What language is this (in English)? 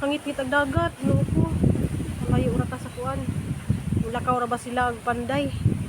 Cebuano